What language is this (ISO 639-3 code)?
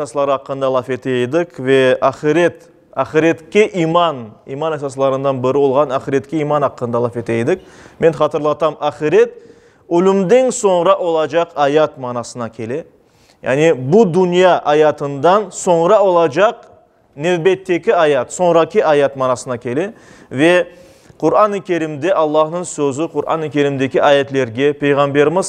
crh